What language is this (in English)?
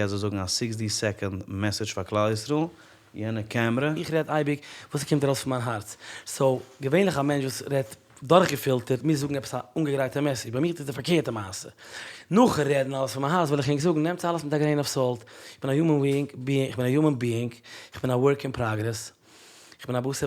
Yiddish